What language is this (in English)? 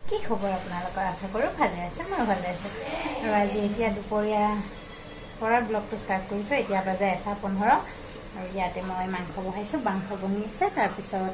Assamese